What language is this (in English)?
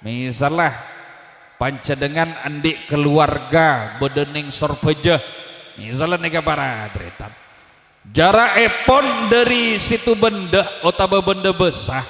Madurese